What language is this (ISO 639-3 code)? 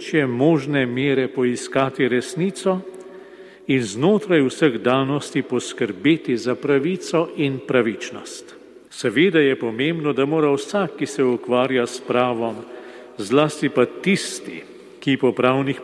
slv